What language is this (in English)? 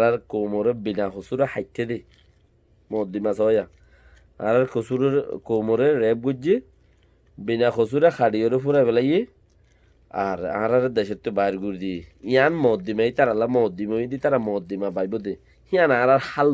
Rohingya